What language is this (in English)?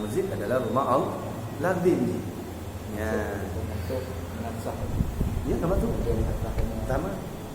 Achinese